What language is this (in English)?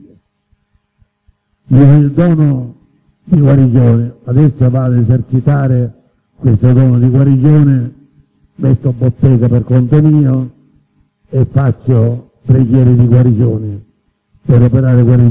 Italian